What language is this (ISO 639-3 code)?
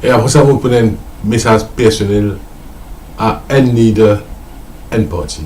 mfe